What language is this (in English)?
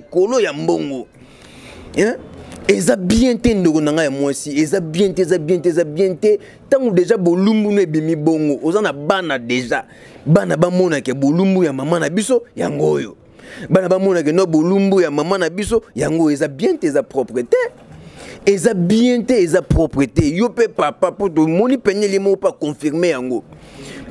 Lingala